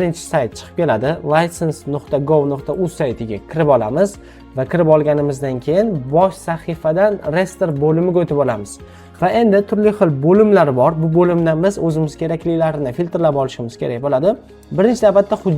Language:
Uzbek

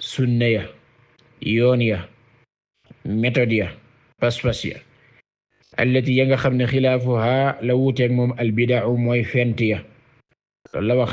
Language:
Wolof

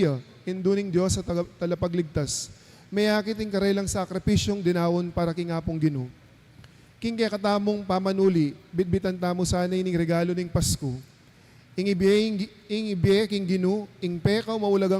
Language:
Pampanga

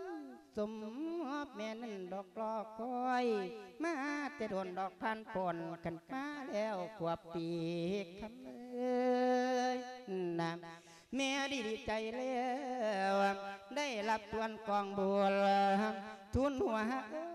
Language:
Lao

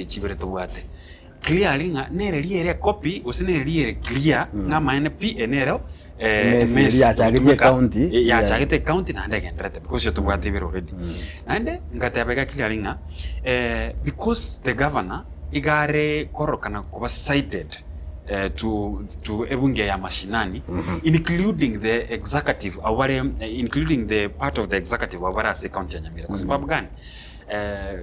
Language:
Gusii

